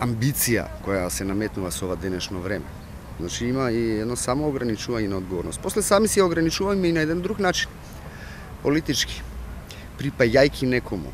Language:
Macedonian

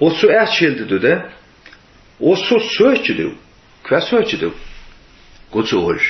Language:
Faroese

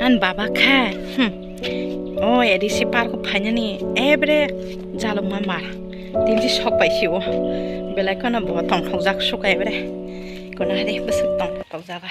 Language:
Kok Borok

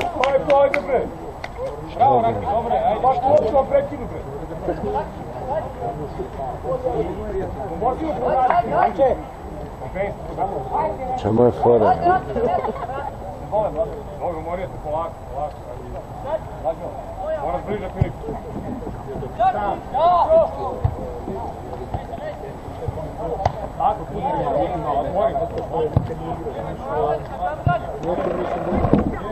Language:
Serbian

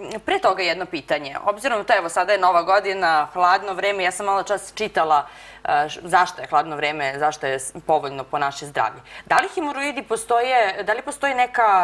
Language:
Serbian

